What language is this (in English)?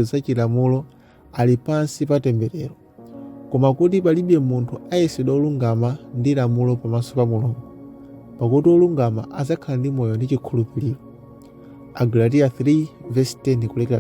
Nyanja